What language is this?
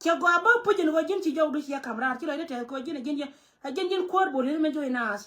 Nuer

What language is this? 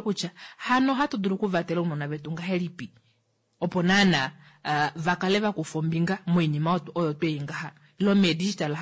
Kuanyama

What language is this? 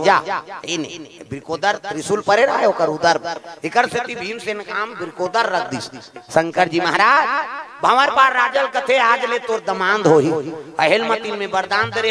Chhattisgarhi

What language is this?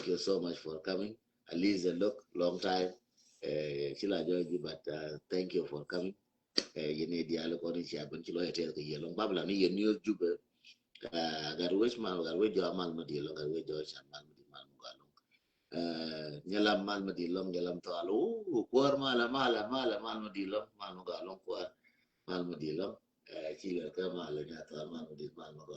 Nuer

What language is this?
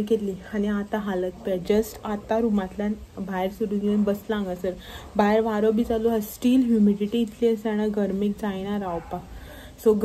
Konkani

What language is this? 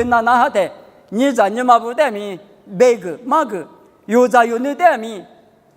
Lisu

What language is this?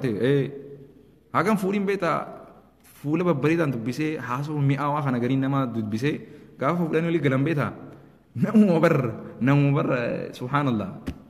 Oromo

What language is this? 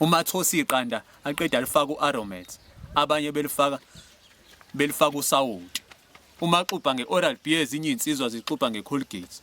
Zulu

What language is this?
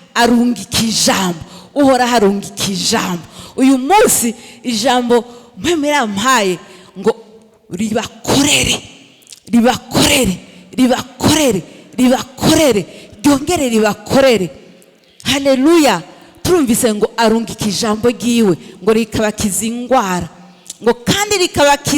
Rundi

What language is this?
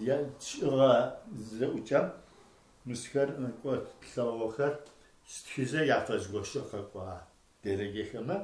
Adyghe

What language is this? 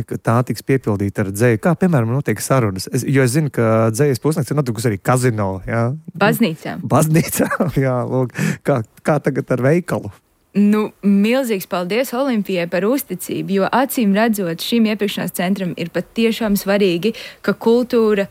Latvian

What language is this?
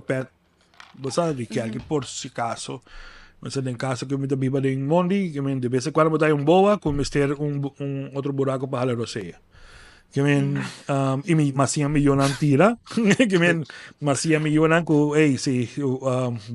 Papiamento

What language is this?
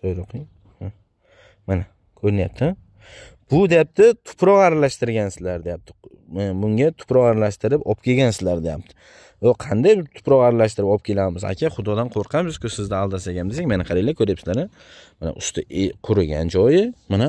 Uzbek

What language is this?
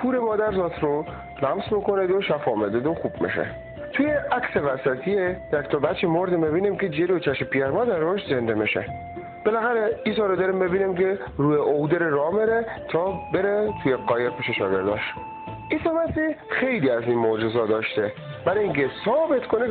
Persian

